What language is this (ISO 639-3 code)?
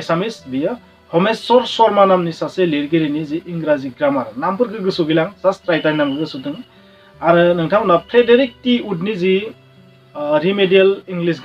brx